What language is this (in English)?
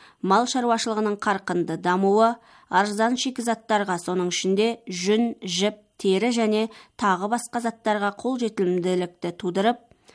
Kazakh